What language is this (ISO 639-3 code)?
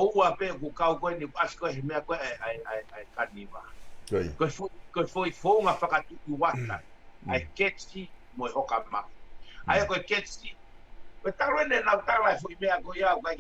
ton